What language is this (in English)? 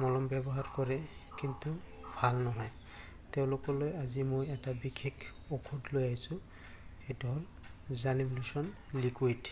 Assamese